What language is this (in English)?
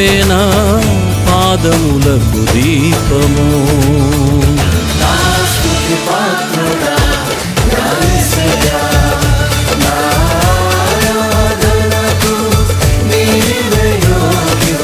Telugu